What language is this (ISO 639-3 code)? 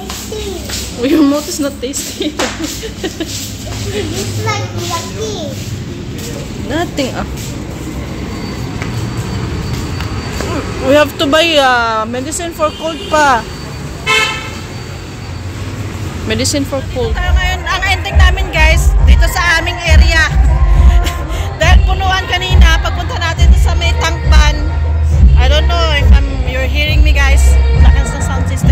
fil